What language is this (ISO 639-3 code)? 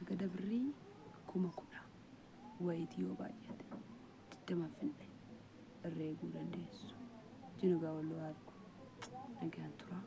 orm